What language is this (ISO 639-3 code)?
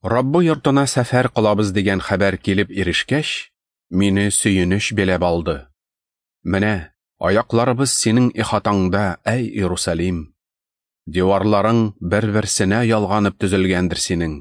tat